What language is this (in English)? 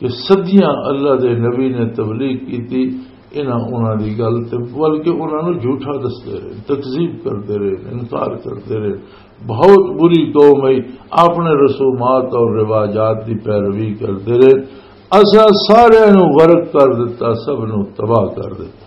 Western Panjabi